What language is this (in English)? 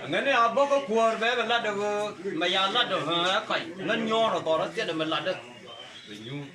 Nuer